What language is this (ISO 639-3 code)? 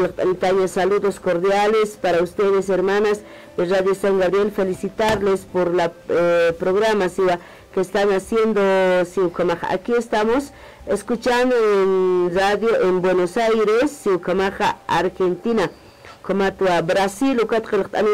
aym